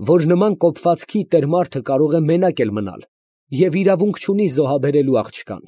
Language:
Armenian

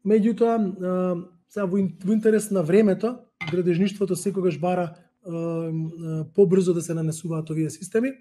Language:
Macedonian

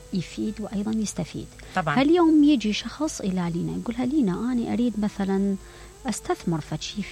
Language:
Mesopotamian Arabic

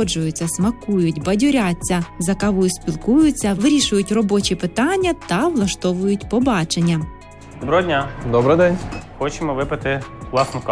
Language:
Ukrainian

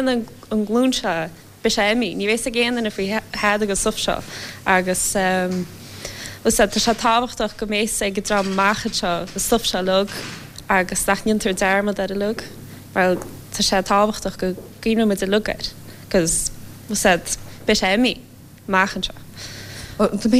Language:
Irish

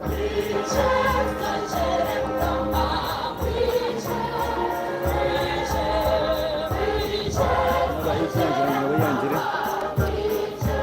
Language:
Nyankole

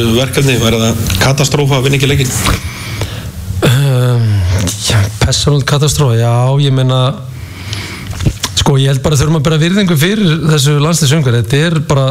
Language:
Icelandic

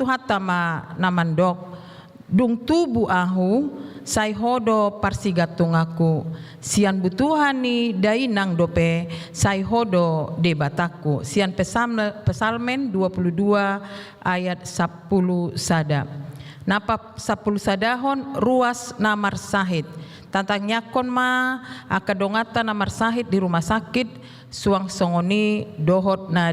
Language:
Batak Toba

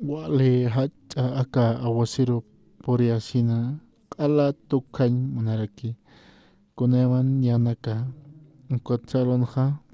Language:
Aymara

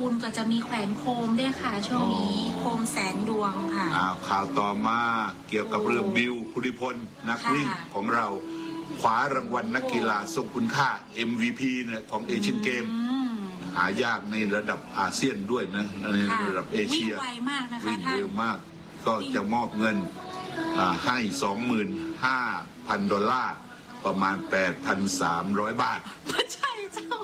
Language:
Thai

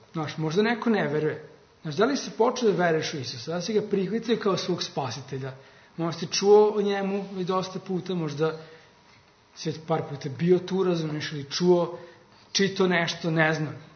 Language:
Serbian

